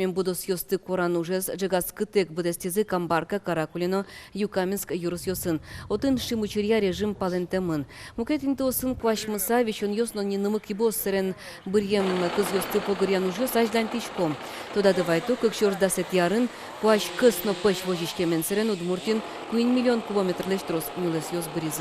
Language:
Udmurt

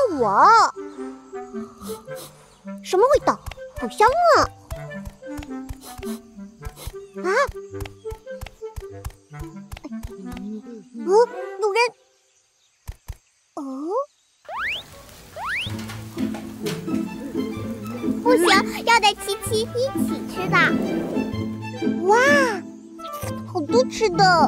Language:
Chinese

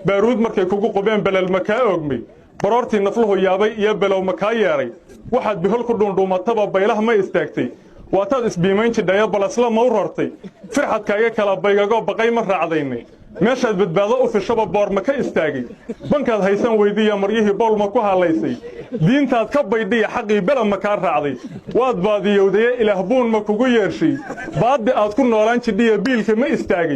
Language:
Somali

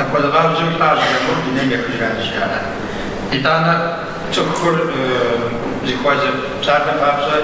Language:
Kabardian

